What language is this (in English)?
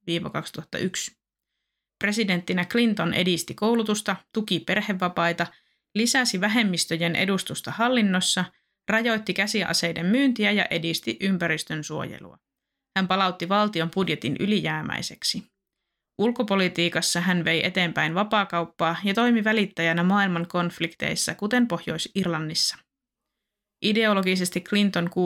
Finnish